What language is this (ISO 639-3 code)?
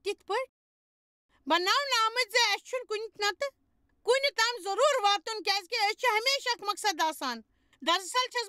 kas